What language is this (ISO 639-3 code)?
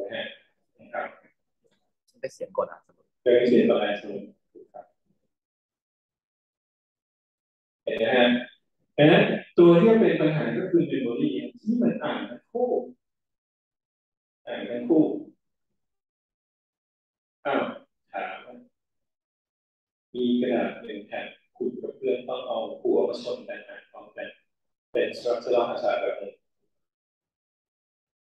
tha